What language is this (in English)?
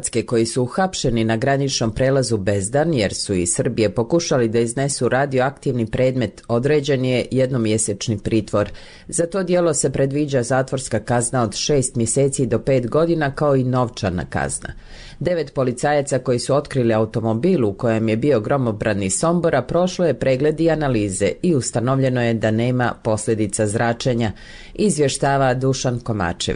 Serbian